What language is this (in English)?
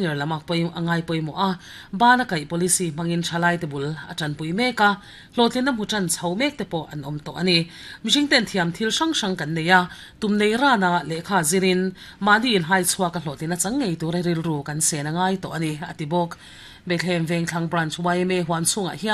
Mizo